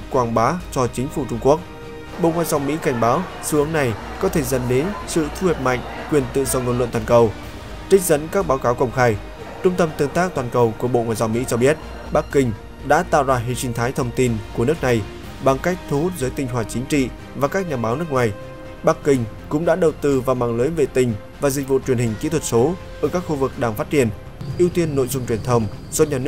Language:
Vietnamese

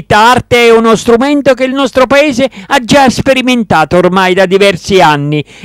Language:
Italian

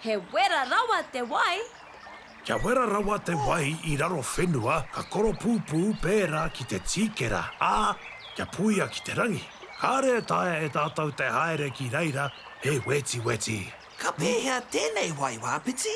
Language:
Māori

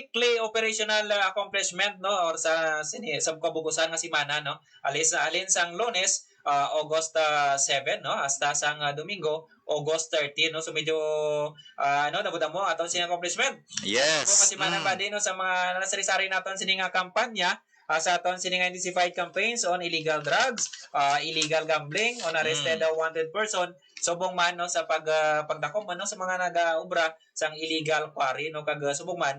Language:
Hiligaynon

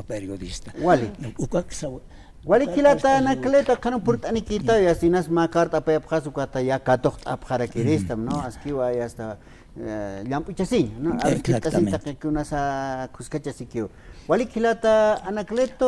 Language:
Aymara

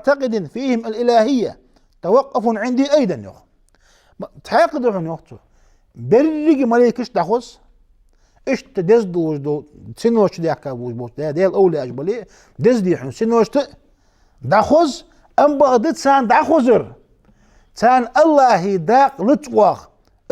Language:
Ingush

